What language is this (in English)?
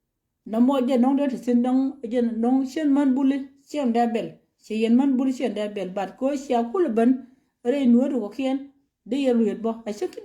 Nuer